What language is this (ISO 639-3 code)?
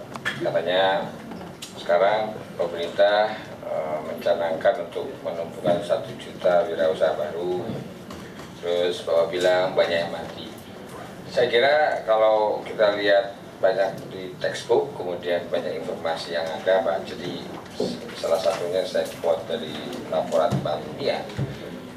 ind